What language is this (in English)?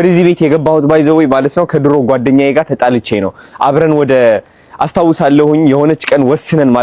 Amharic